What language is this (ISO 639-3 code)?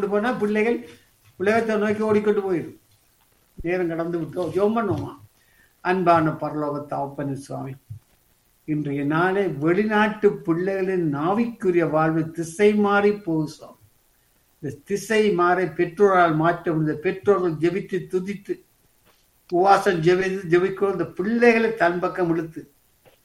tam